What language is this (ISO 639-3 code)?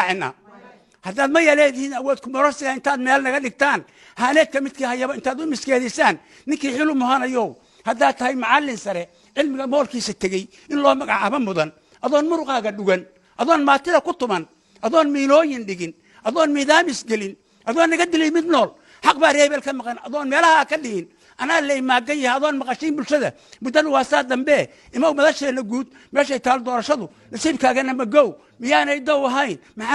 som